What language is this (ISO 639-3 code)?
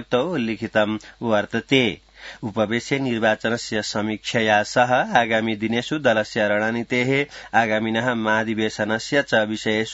san